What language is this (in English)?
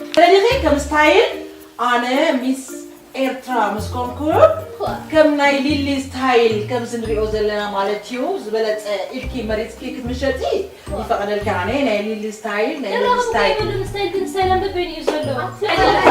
Tigrinya